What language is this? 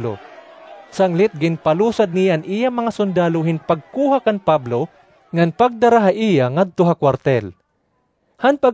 Waray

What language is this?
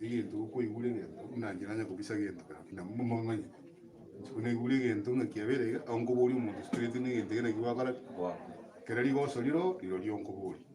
Gusii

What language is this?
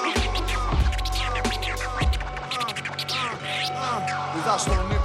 Greek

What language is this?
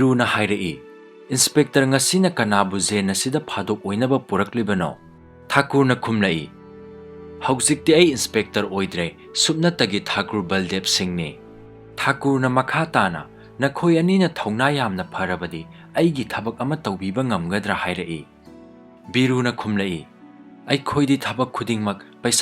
Manipuri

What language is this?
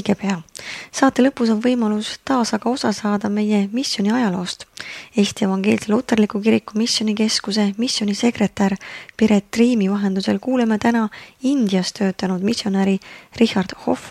Estonian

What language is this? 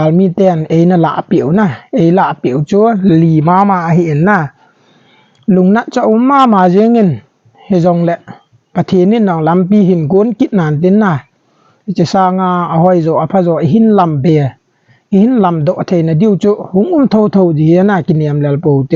Thado Chin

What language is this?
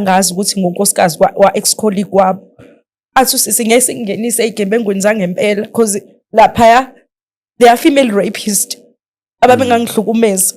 Zulu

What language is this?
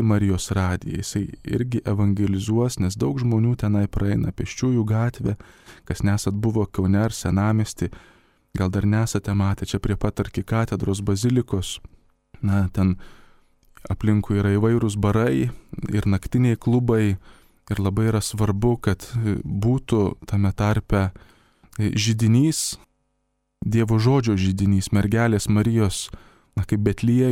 Lithuanian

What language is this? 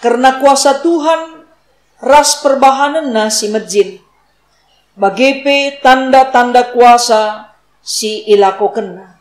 Batak Karo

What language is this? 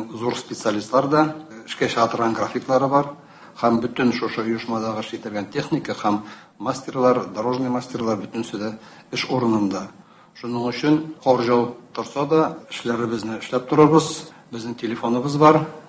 Tatar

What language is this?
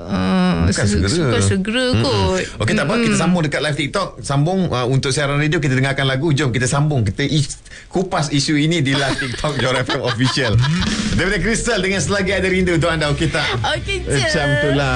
Malay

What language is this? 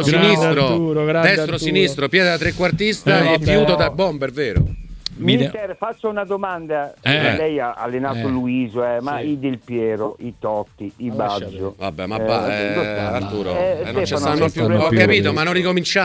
Italian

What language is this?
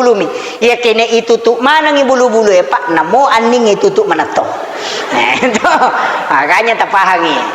Buginese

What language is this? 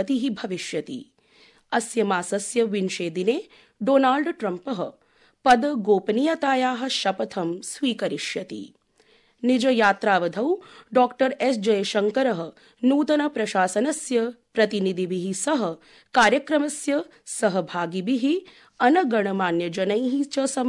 Sanskrit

